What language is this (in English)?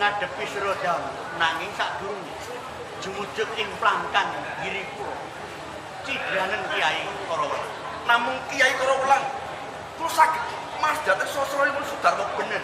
Javanese